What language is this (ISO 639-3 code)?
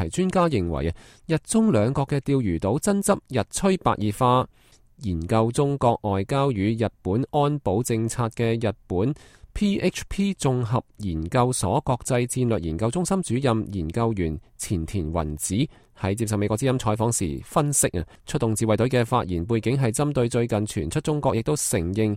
yue